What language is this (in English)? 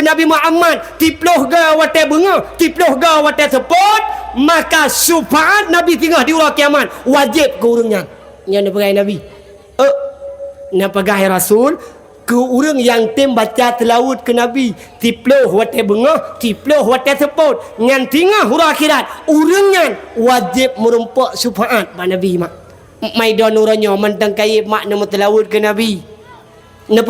Achinese